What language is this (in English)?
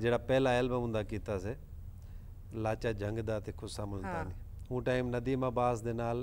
Saraiki